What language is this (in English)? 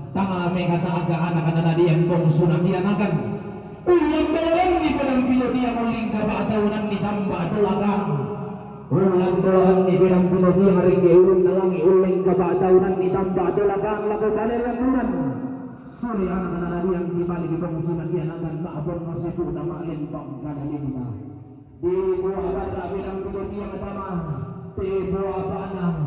Toraja-Sa'dan